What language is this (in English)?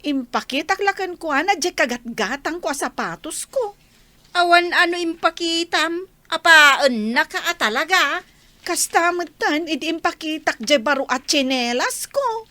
Iloko